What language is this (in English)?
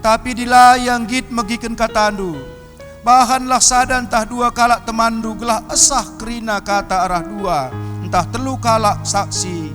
Batak Karo